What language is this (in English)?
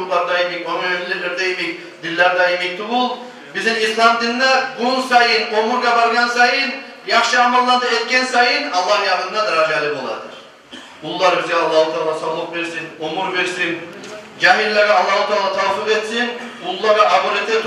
Kumyk